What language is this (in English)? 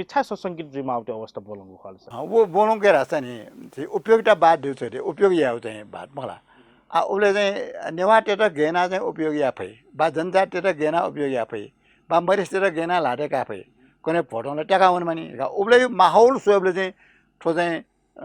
Newari